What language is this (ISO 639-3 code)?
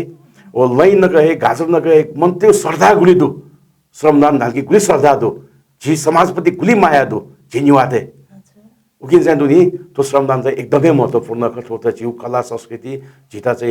new